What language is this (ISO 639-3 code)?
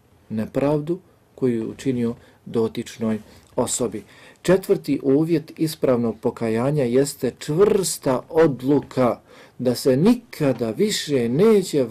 bos